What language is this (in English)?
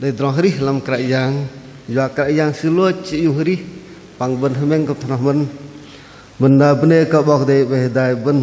Bahnar